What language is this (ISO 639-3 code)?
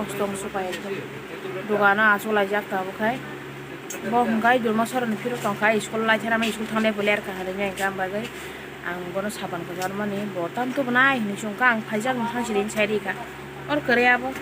trp